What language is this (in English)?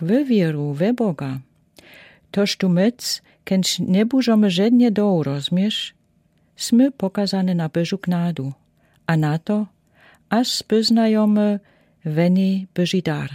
Lower Sorbian